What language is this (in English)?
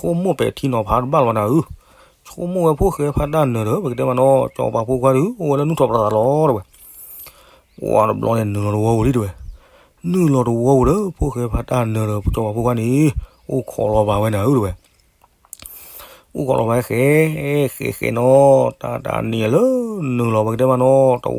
S'gaw Karen